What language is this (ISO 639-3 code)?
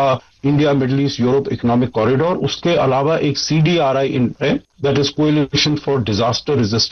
hin